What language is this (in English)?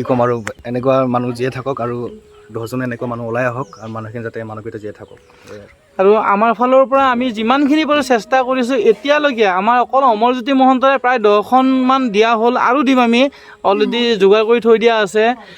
Assamese